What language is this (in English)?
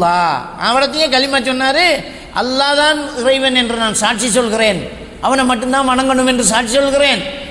Tamil